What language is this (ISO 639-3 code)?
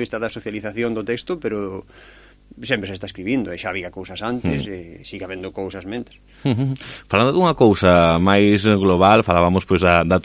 glg